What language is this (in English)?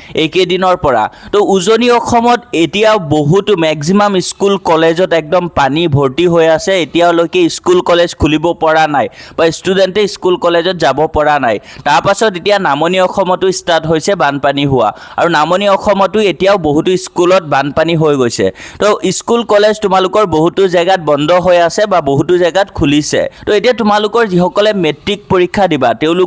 Assamese